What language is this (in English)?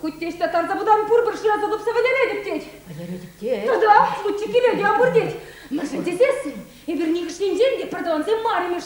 Chuvash